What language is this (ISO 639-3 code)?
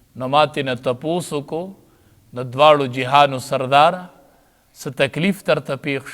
pus